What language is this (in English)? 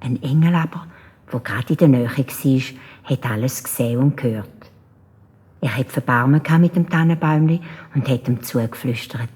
Swiss German